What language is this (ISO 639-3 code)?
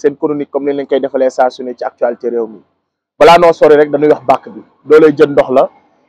wol